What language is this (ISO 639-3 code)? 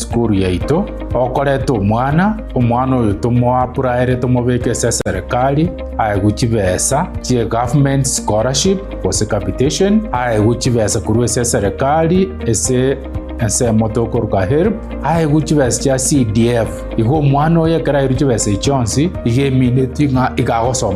guz